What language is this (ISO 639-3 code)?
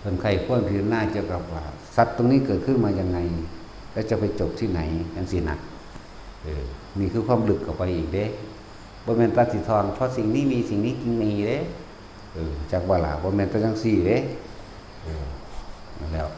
tts